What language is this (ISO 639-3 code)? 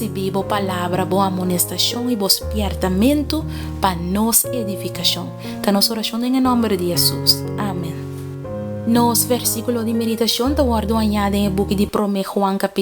pap